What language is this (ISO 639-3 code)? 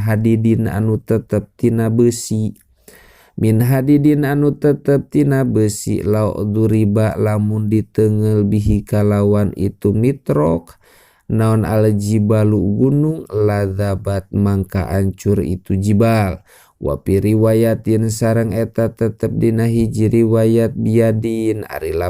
sun